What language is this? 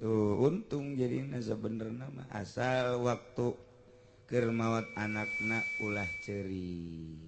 Sundanese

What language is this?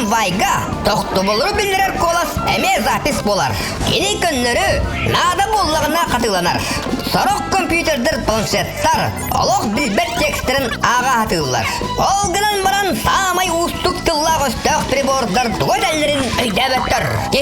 Yakut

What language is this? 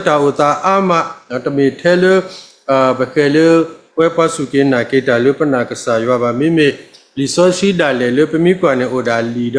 S'gaw Karen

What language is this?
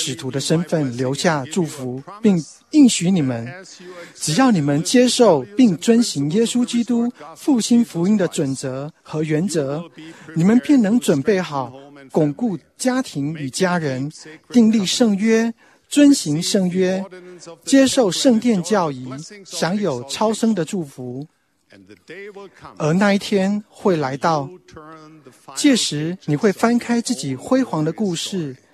Chinese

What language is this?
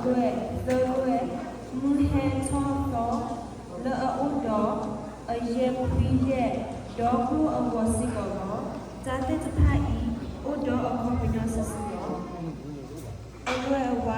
S'gaw Karen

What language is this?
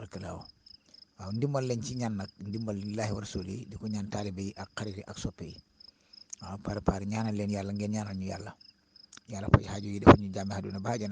Wolof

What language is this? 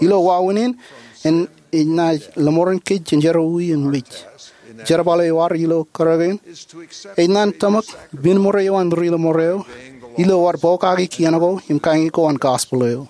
Marshallese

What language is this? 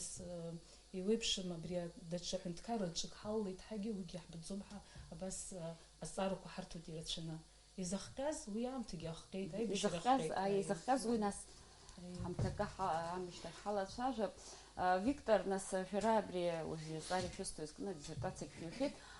Abkhazian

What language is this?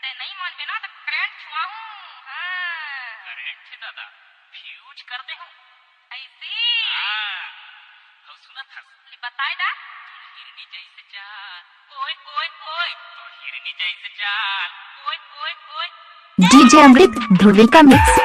Chhattisgarhi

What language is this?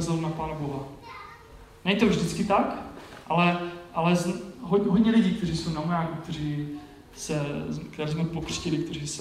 Czech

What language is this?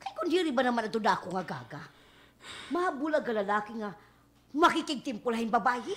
Waray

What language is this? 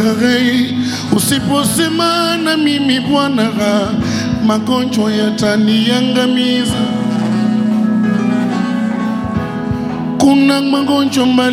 Swahili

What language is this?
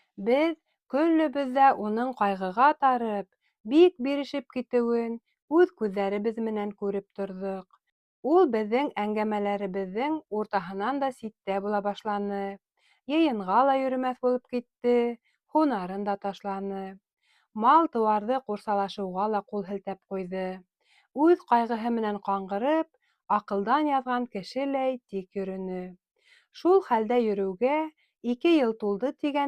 Bashkir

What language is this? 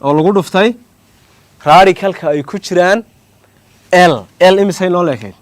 Somali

